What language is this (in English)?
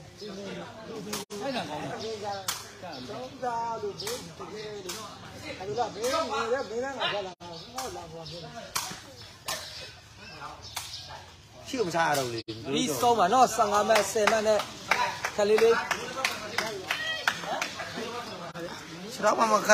Burmese